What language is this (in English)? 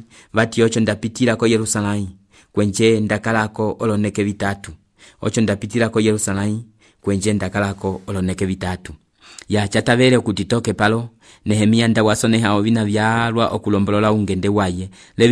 Umbundu